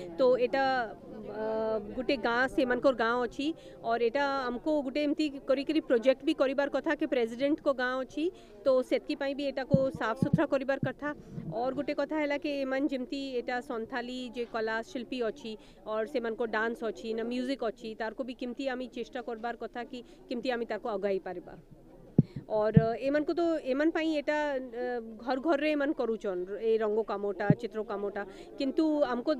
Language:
Odia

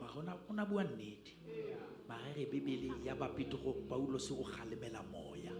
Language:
Southern Sotho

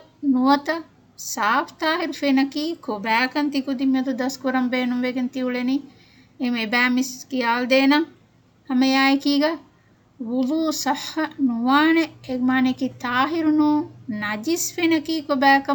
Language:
Divehi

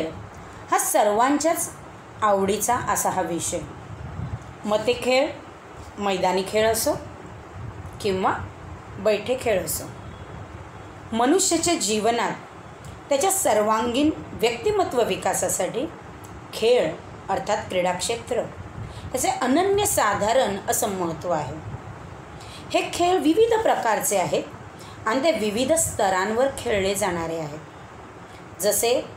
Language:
Marathi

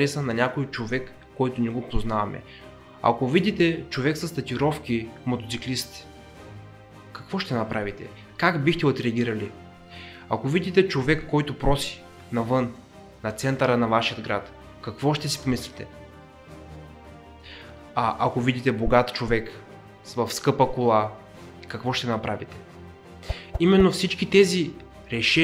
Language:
Bulgarian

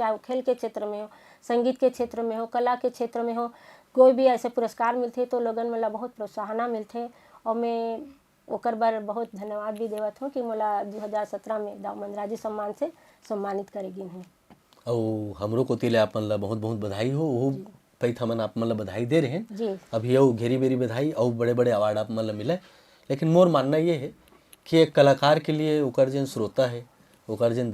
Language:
Chhattisgarhi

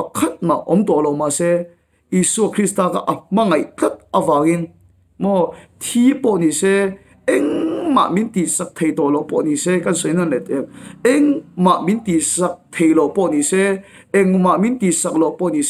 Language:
Mizo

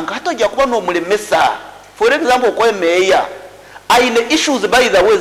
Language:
Nyoro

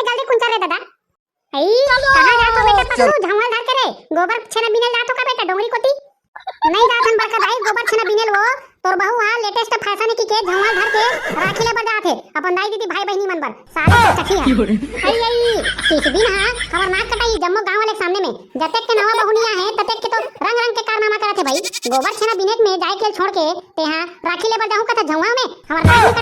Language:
Chhattisgarhi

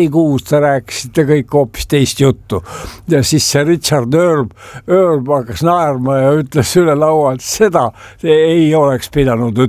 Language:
Estonian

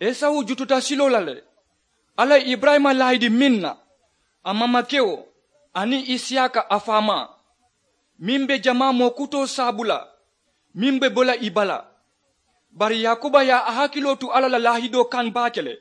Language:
Mandingo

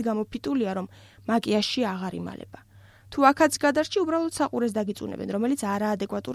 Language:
Georgian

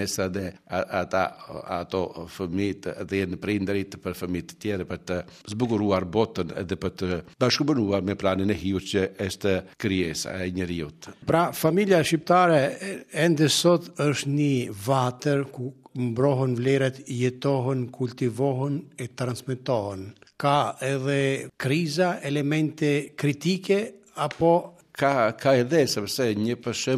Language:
Albanian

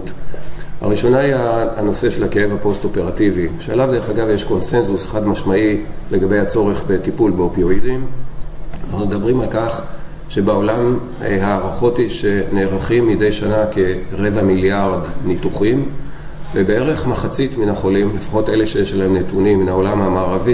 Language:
Hebrew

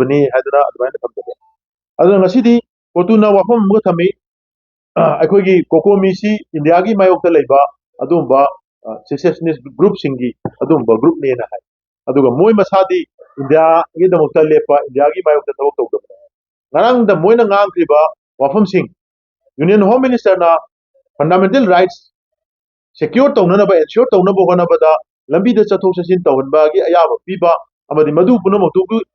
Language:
Manipuri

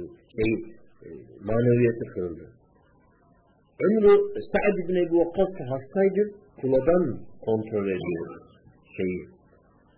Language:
Turkish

